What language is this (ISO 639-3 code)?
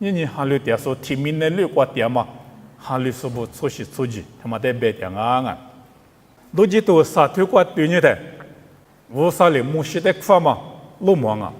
lis